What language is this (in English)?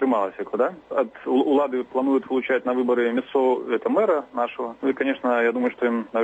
Belarusian